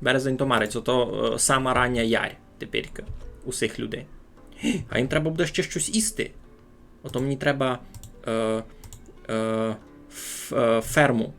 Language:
Rusyn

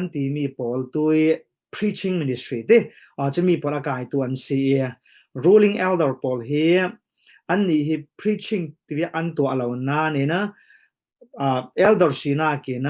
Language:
Falam Chin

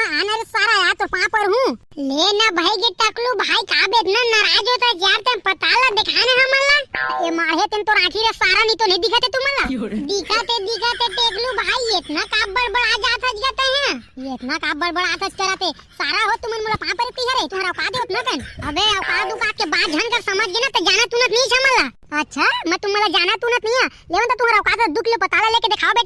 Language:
Chhattisgarhi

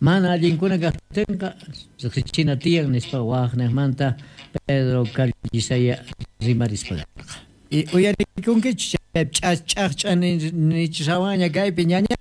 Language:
Quechua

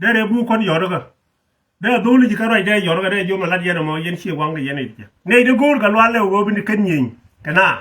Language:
Nuer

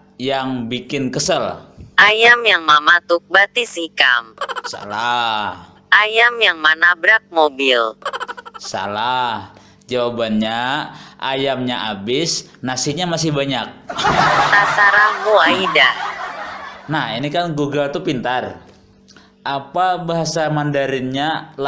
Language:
Banjar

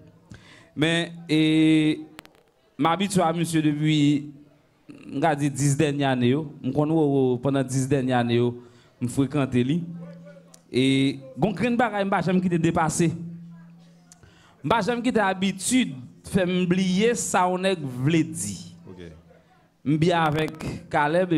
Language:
Haitian Creole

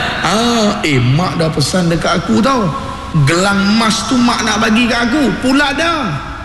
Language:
Malay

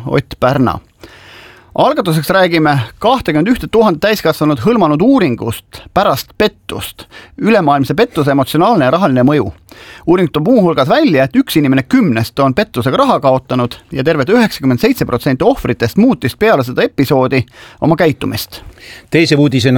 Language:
Estonian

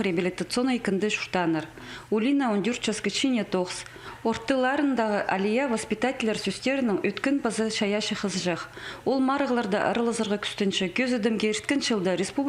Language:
Khakas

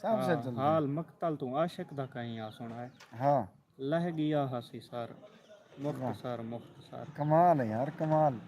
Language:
Saraiki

